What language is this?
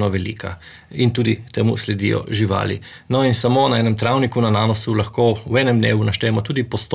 Slovenian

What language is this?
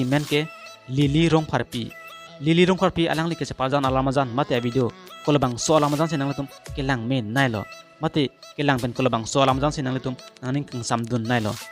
Karbi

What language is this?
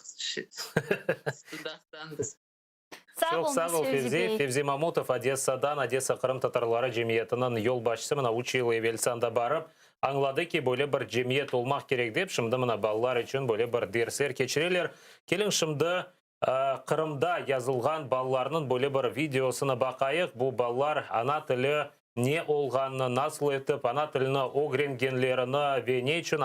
Crimean Tatar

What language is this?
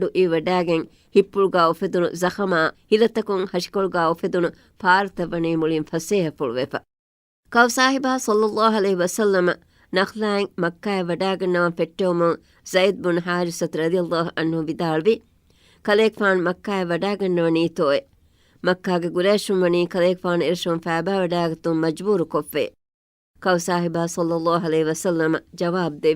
Divehi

